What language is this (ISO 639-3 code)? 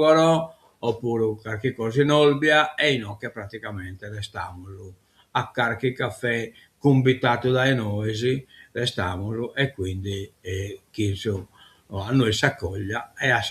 srd